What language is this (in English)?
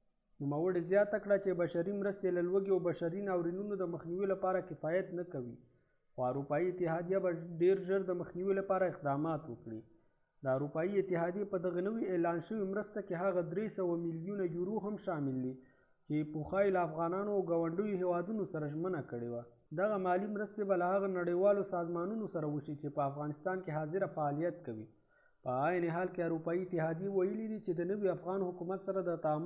Pashto